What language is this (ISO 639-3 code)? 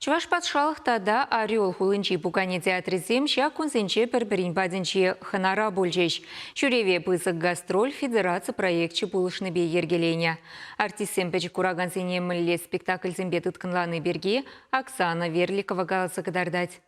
chv